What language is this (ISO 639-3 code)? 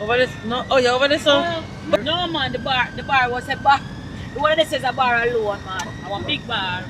jam